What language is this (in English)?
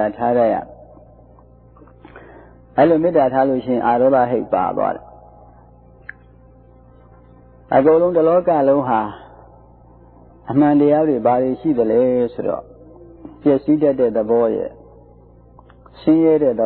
Burmese